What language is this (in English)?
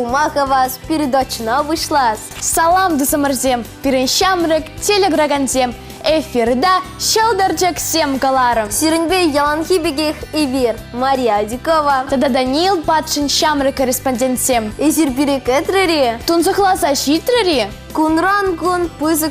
Chuvash